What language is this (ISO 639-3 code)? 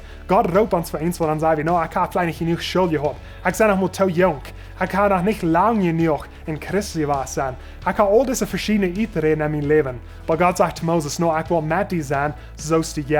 pdt